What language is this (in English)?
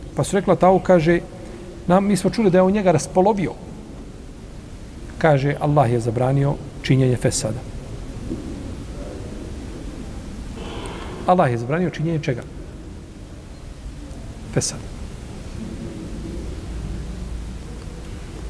Bosnian